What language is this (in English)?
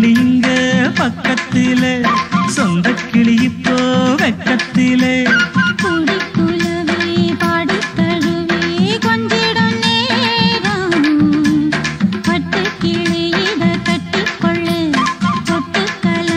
Tamil